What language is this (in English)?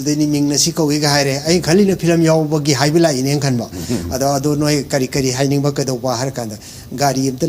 Manipuri